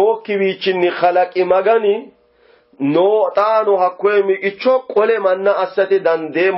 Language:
Sidamo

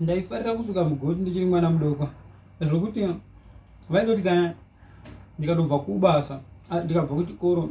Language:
Shona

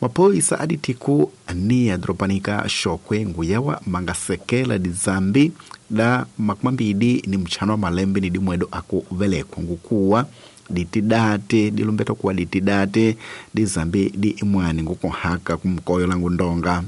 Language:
Tsonga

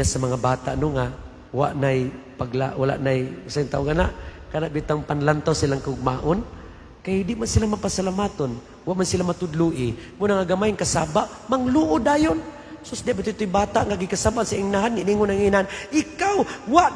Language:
Cebuano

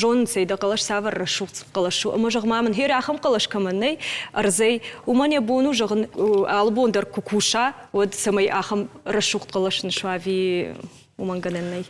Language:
Ossetic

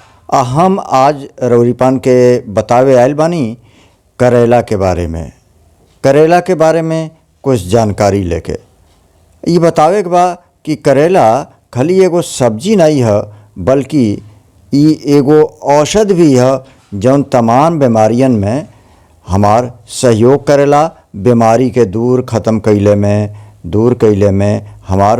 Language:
Bhojpuri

